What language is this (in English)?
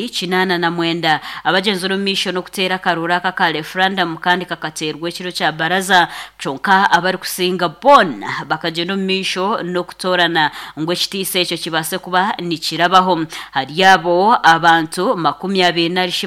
Nyankole